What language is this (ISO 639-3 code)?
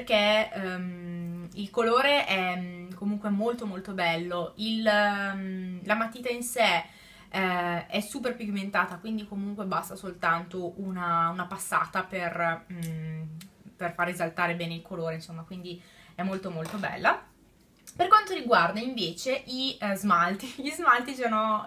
ita